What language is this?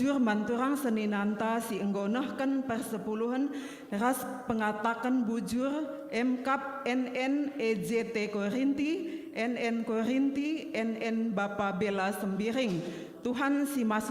Batak Karo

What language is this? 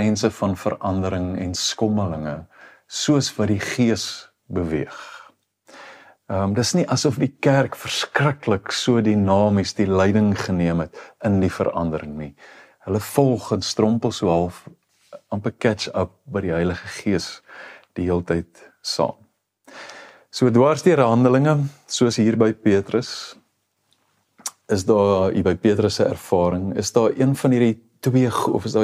Afrikaans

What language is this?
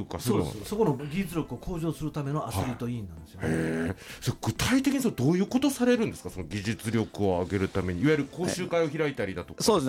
Japanese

